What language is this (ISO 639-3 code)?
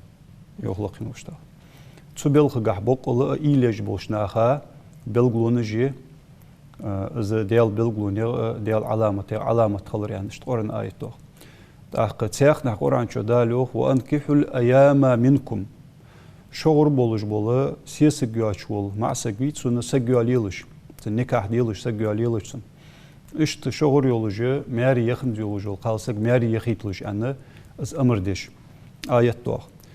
inh